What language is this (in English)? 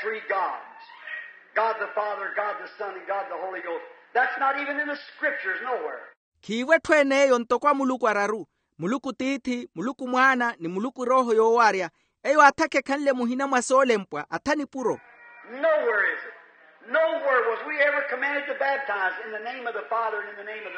Makhuwa